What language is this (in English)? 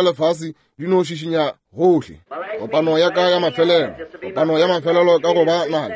Northern Sotho